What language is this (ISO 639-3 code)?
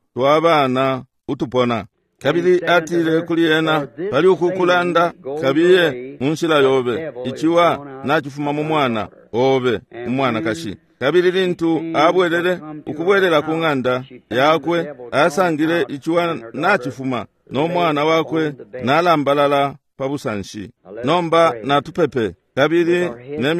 bem